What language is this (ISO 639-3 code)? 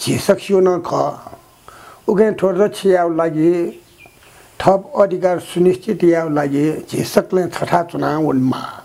new